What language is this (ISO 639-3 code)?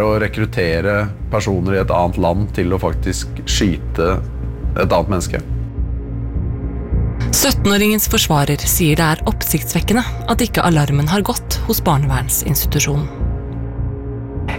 nor